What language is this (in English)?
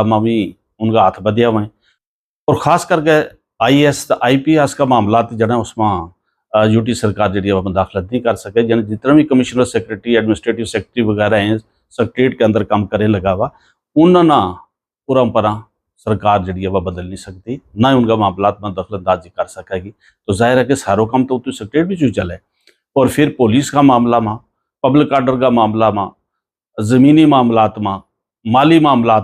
Gujari